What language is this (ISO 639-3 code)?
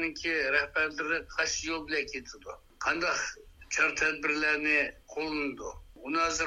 uig